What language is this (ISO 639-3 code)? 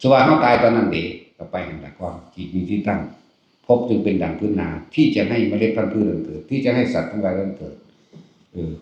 tts